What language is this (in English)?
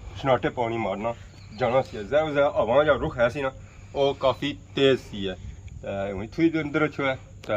Pahari-Potwari